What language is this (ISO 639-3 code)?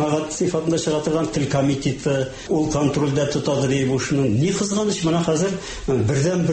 tat